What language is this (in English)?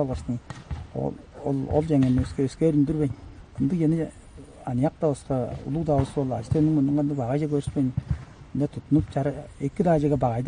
Tuvinian